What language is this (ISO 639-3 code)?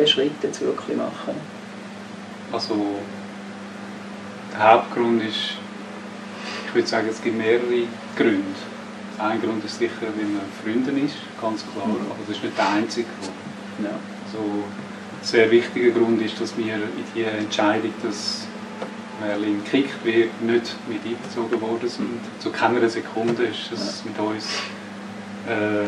deu